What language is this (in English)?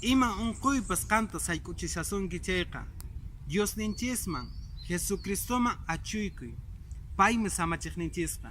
Quechua